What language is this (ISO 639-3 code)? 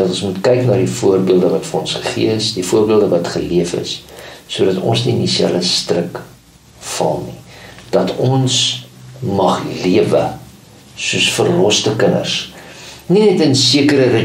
afr